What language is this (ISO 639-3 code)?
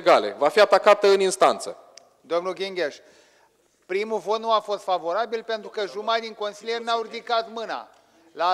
ron